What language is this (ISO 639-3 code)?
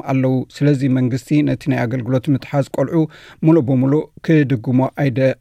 tir